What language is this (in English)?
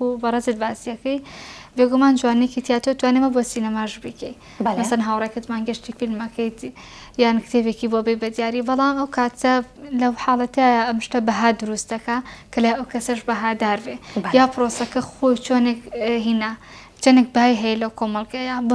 Central Kurdish